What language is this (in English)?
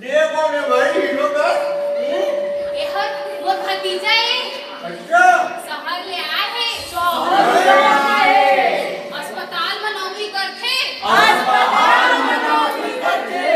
Chhattisgarhi